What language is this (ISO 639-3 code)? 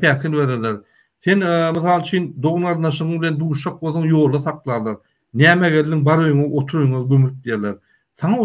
tuk